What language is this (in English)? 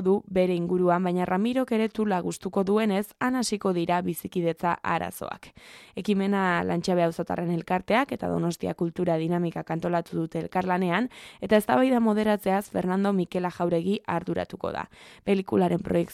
Basque